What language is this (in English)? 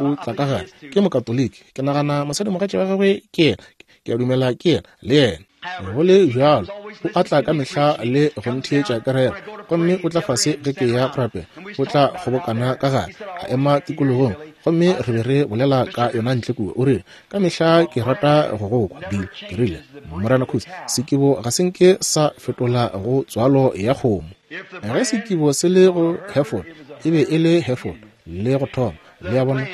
Northern Sotho